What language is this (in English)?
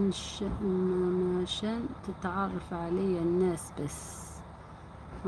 Algerian Arabic